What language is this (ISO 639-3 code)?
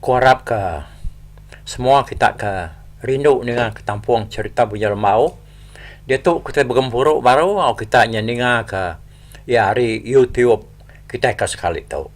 iba